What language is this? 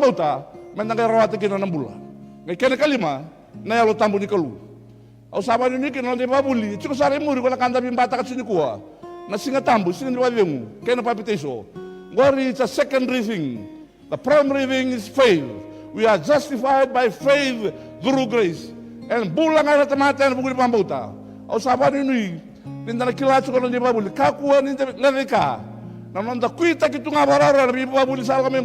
Fijian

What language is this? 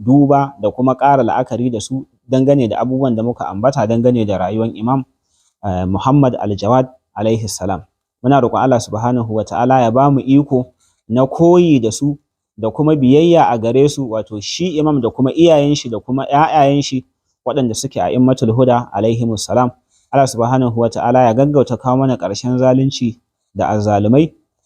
Hausa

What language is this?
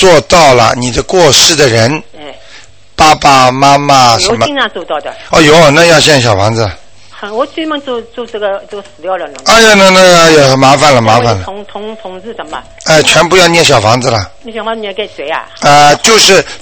Chinese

